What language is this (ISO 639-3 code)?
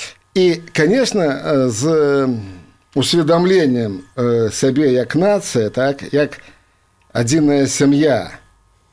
bel